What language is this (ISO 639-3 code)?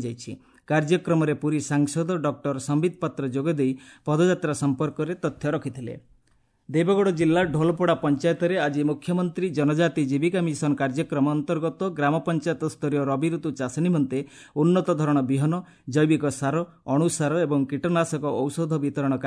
ori